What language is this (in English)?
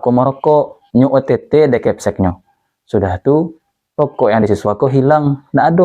Minangkabau